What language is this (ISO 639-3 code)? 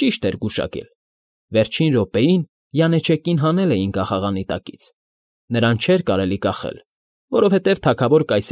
hye